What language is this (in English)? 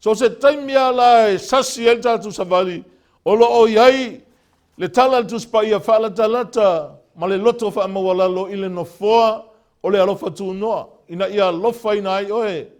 Samoan